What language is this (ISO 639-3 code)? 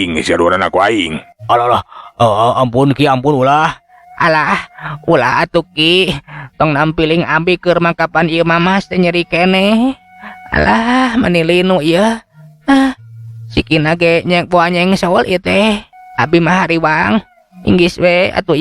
sun